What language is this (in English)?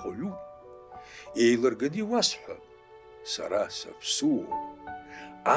Abkhazian